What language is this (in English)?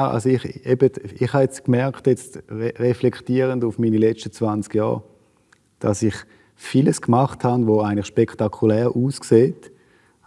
Swiss German